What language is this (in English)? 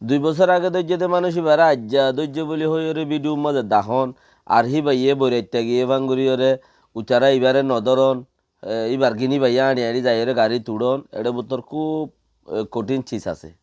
Rohingya